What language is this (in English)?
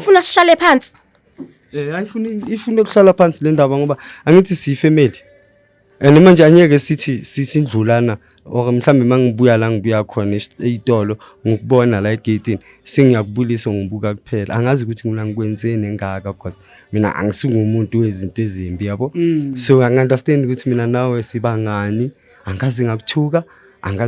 Zulu